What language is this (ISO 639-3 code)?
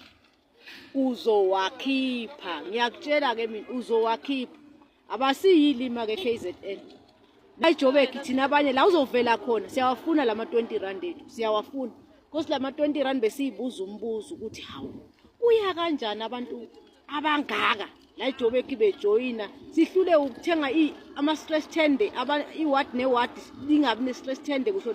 zul